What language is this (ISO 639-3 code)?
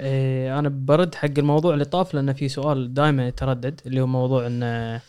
afb